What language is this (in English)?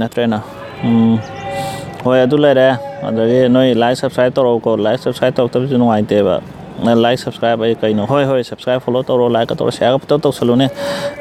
Manipuri